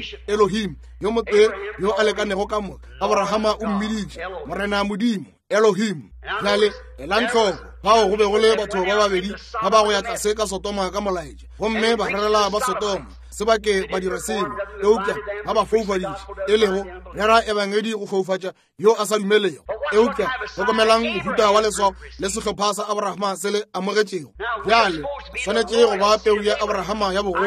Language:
Northern Sotho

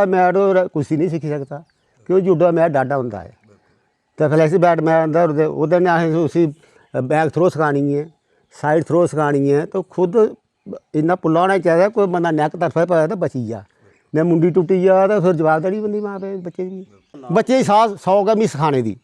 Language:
Dogri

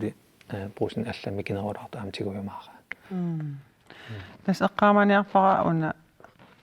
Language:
Kalaallisut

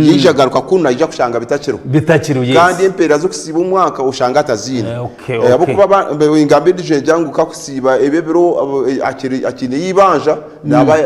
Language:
Nyankole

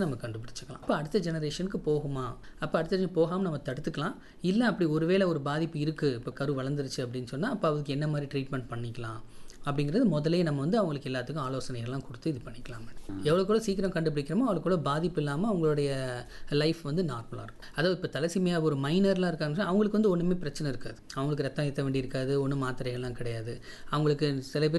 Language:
Tamil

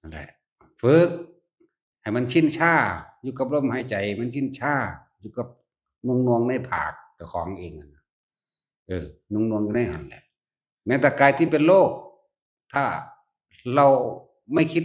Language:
Northeastern Thai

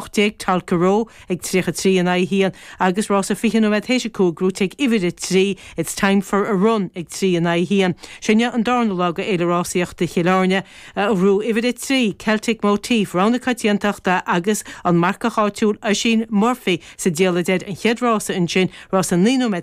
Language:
Irish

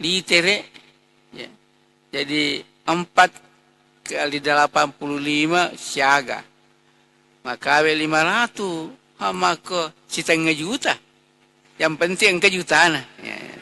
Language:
Buginese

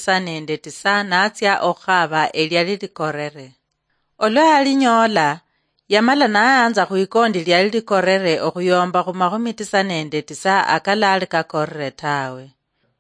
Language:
Luyia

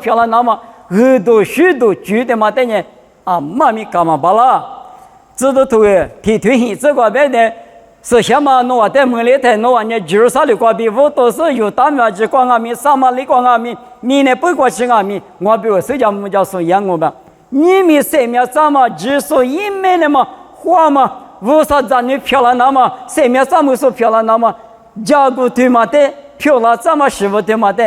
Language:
Lisu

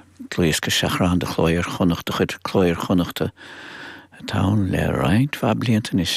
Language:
Irish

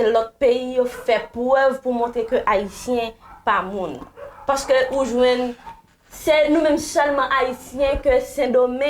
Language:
Haitian Creole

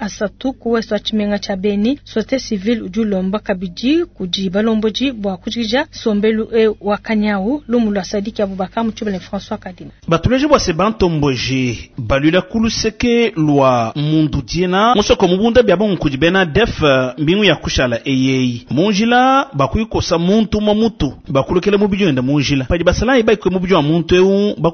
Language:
Luba-Lulua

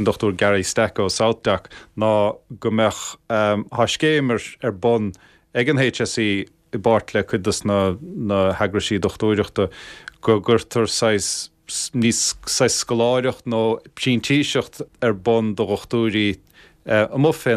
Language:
Irish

